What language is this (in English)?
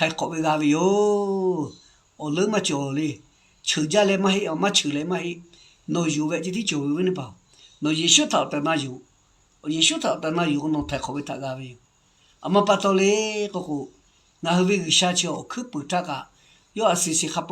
Lahu